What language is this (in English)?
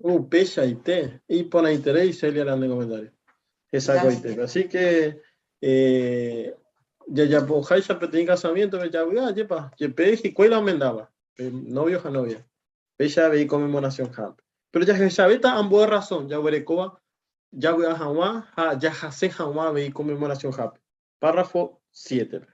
Guarani